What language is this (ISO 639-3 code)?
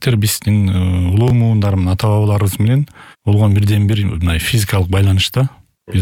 kir